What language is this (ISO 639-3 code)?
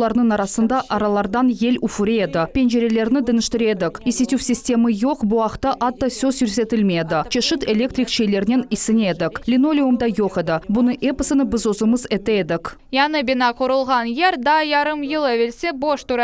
crh